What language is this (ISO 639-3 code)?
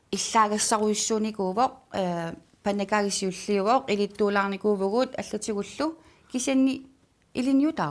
kal